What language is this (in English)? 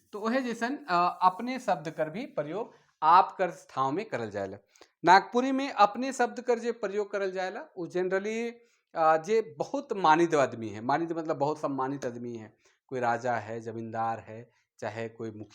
Sadri